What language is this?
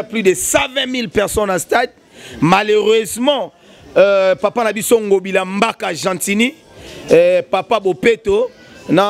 Lingala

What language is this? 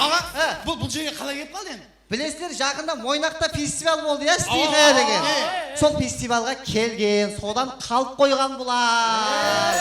Kara-Kalpak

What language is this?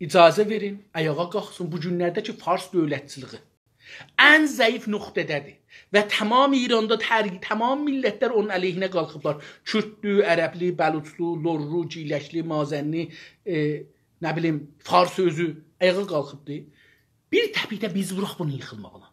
South Azerbaijani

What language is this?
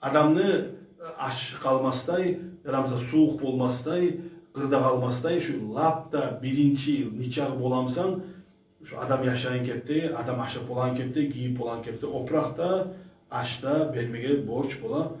Kumyk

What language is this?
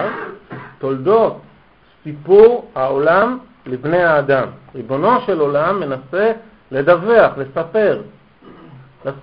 Hebrew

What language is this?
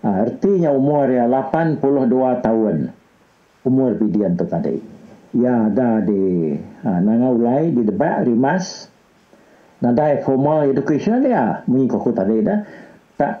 Iban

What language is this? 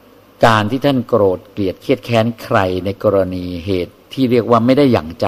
Thai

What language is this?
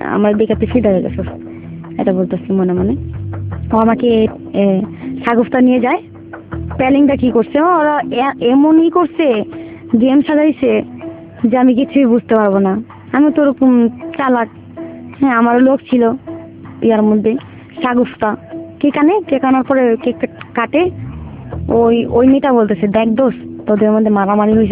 Bangla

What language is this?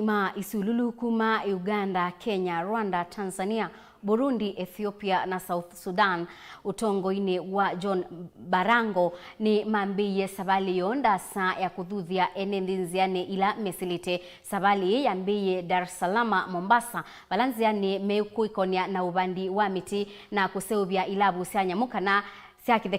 Kamba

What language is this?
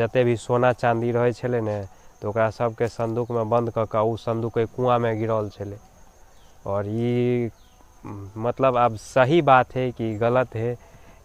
Maithili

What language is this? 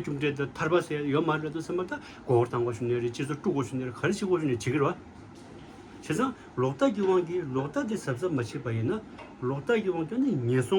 Tibetan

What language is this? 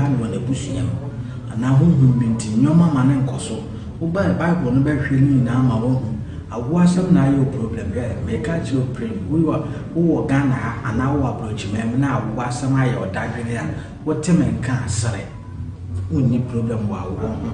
Akan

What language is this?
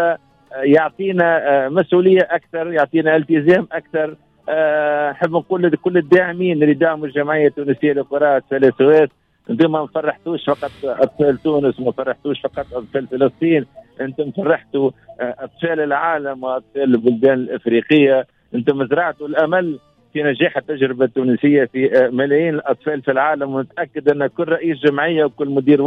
Tunisian Arabic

